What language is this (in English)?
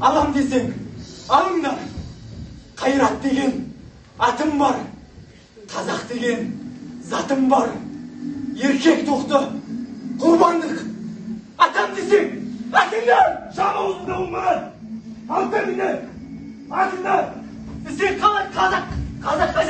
Kazakh